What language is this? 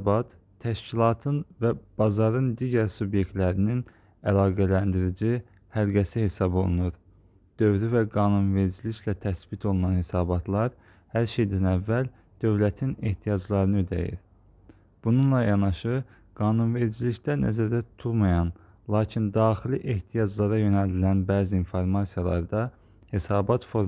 Azerbaijani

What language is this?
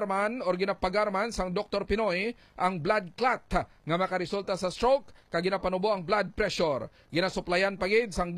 Hiligaynon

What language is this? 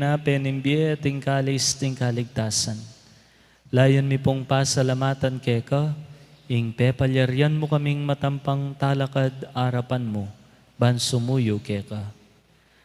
Pampanga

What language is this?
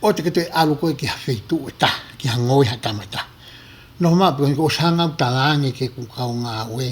Tongan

